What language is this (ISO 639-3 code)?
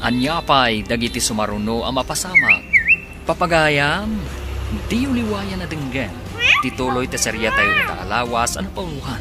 ilo